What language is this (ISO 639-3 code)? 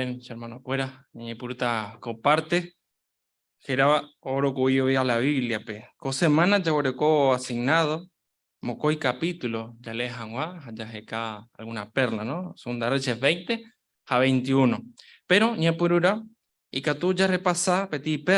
grn